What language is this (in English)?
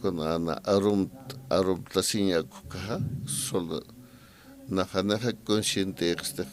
Aymara